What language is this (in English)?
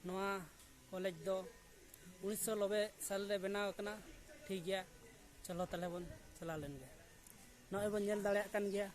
Santali